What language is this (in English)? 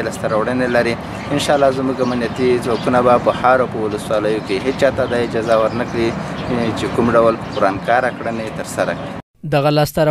Pashto